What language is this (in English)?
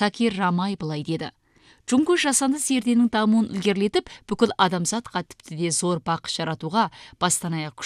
Kazakh